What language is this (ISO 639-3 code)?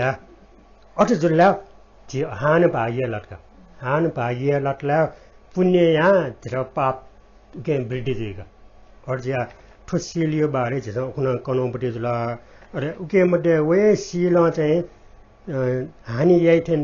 new